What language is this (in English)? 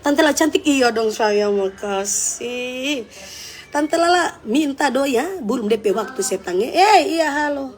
Manado Malay